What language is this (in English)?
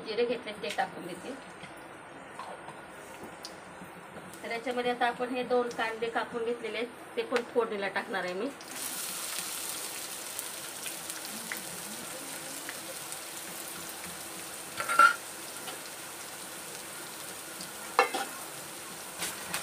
Marathi